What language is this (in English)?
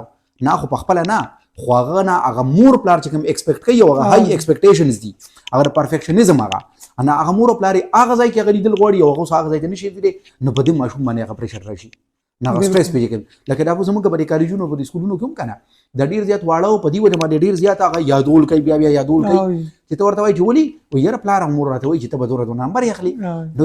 Pashto